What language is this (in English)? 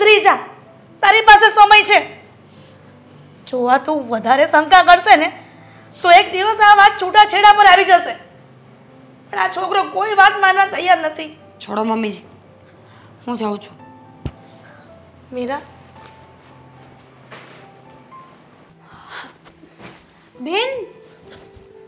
Gujarati